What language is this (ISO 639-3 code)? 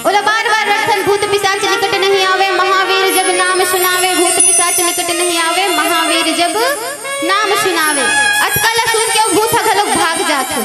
hne